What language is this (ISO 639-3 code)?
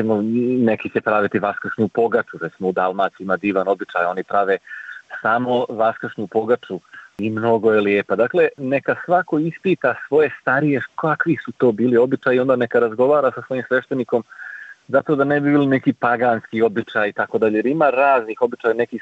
srp